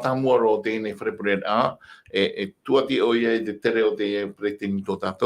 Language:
Tahitian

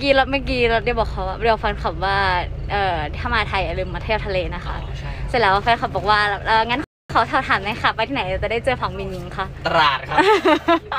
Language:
Thai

